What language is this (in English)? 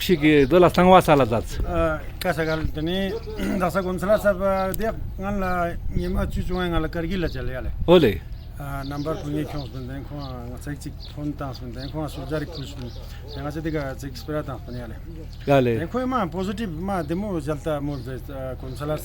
Ladakhi